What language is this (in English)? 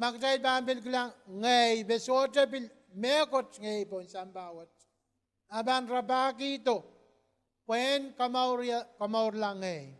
Pohnpeian